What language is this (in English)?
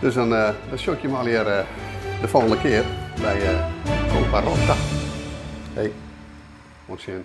Western Frisian